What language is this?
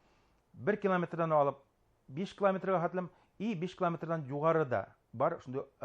Bashkir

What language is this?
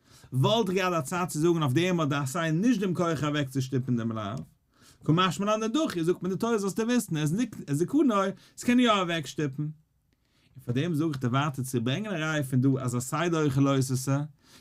Yiddish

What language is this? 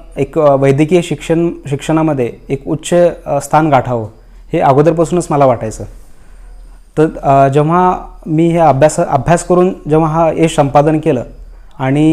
Marathi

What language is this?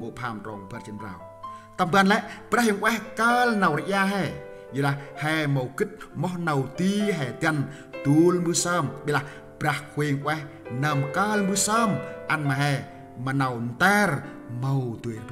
Central Mnong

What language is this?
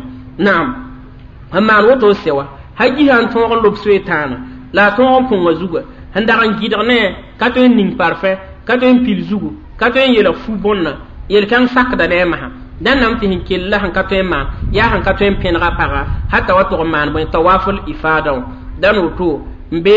Mossi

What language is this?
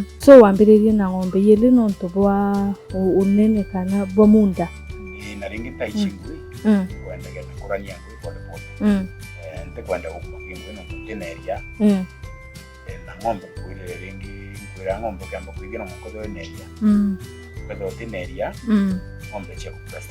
Meru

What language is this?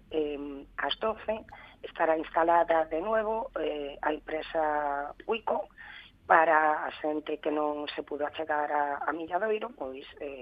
Galician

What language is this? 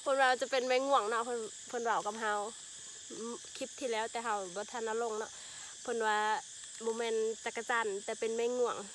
Lao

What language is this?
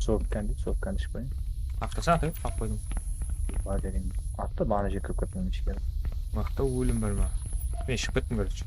Kara-Kalpak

